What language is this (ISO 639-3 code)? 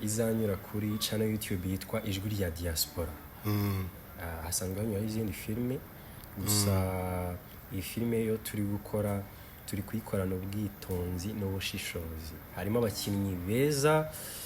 kin